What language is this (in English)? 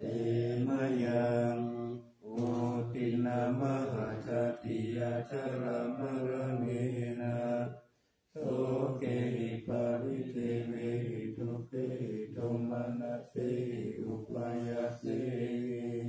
Pali